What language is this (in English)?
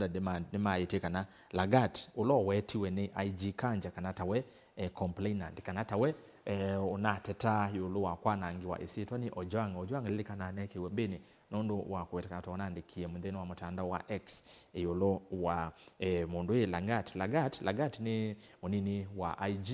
Kamba